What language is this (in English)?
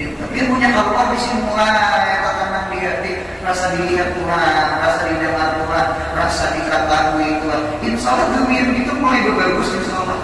Banjar